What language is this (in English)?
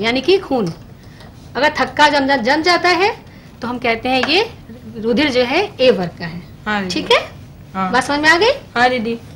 Hindi